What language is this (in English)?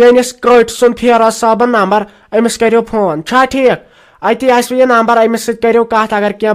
Kashmiri